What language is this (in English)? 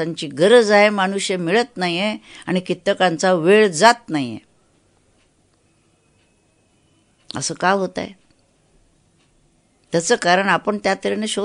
Marathi